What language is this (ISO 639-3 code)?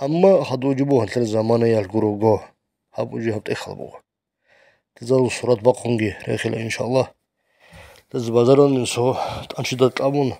ava